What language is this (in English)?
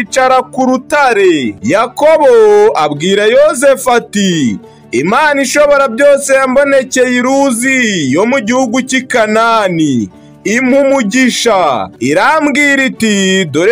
Kinyarwanda